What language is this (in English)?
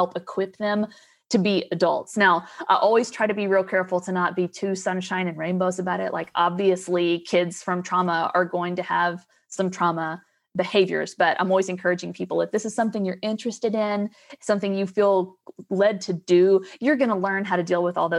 English